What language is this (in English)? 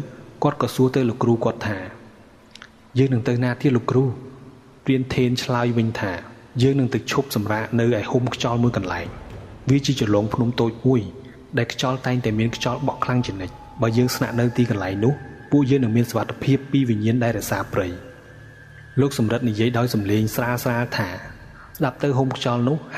Khmer